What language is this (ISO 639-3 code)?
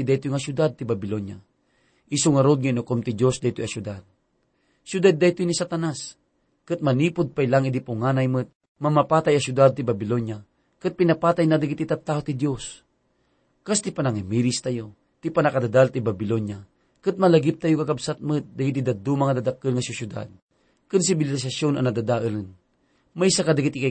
ilo